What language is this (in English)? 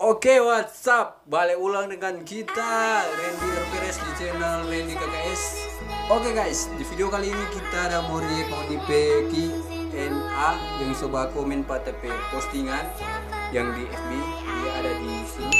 Manado Malay